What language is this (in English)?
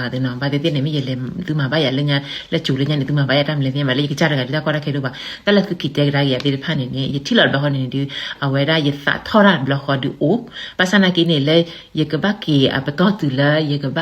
S'gaw Karen